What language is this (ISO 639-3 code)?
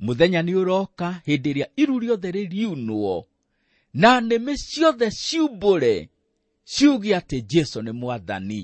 kik